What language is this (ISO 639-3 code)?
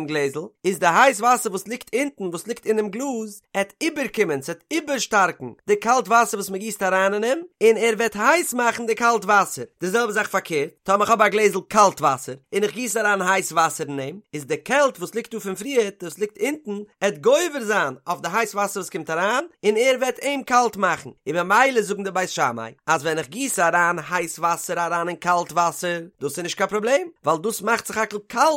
yid